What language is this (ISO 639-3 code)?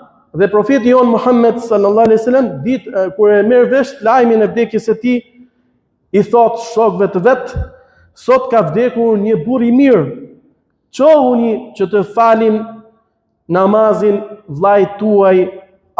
sqi